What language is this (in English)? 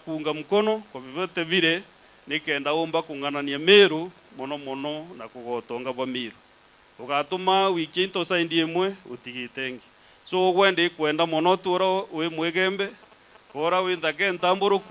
Meru